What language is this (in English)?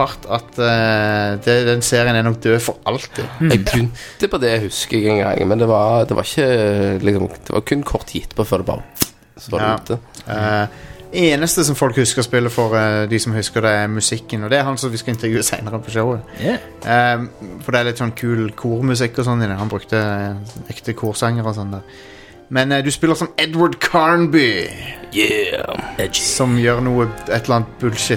Norwegian